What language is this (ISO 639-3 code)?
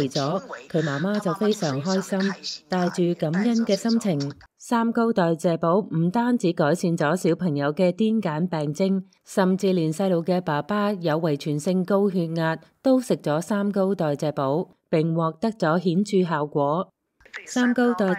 yue